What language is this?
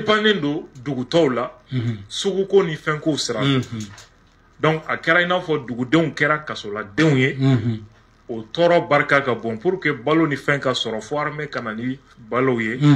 Bambara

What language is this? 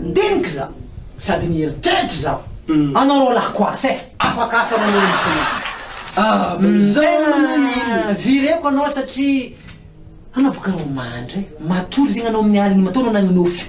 Malagasy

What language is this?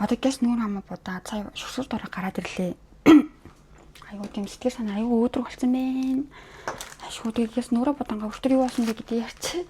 Mongolian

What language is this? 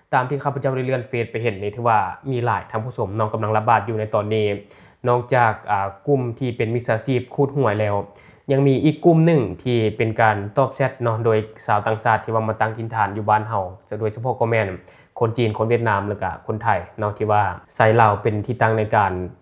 Lao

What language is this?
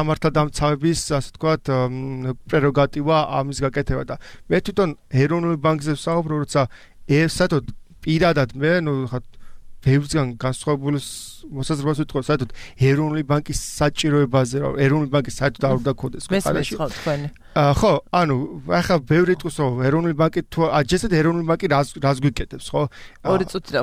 Georgian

